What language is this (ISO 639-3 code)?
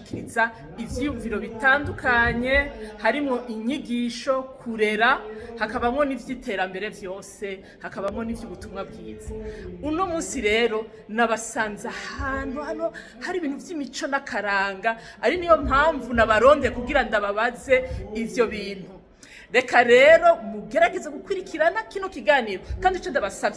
run